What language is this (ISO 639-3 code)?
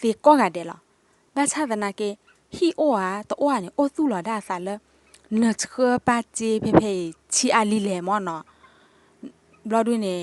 ksw